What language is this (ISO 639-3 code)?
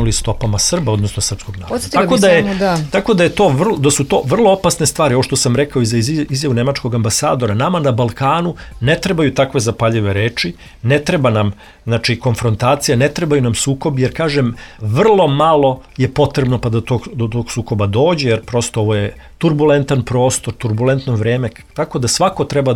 srp